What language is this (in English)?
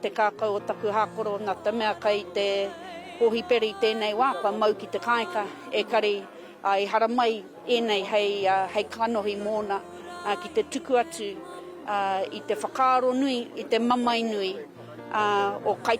Māori